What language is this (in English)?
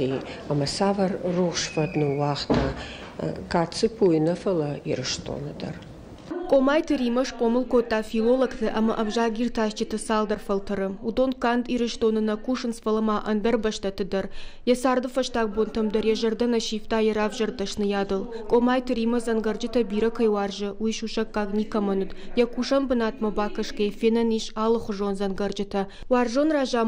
Ossetic